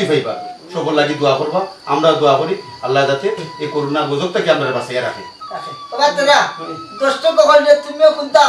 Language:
Sylheti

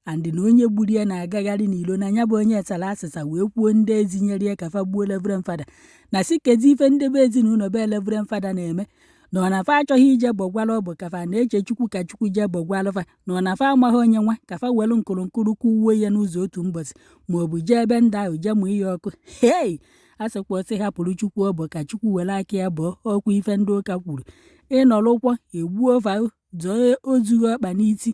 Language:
Igbo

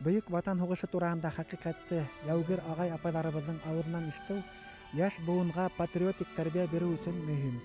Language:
Bashkir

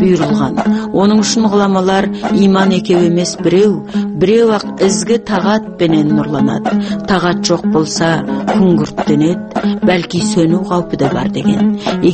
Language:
Kazakh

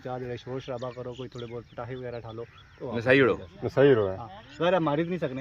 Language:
Pahari-Potwari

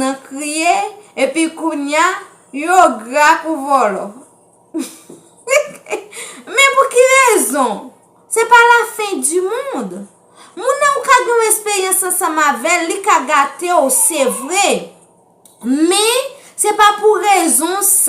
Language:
Haitian Creole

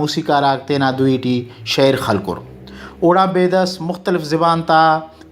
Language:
Brahui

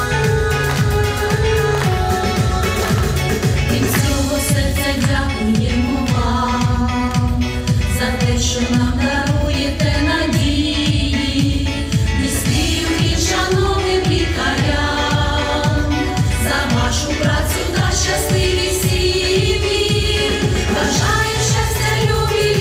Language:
Ukrainian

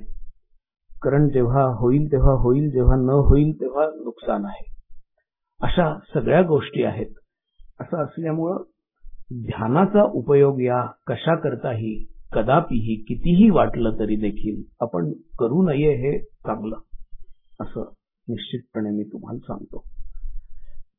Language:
Marathi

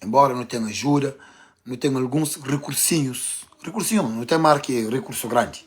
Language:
Kabuverdianu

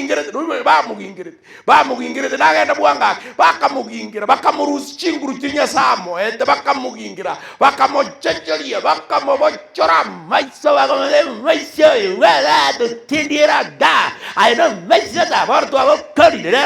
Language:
Gusii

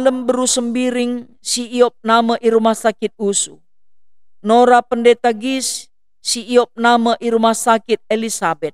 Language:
Batak Karo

